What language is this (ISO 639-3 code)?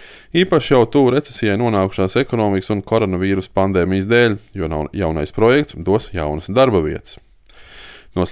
lav